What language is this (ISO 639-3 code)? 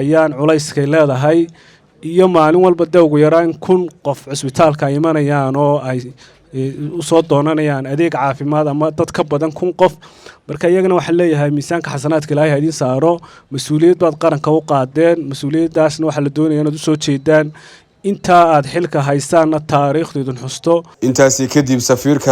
som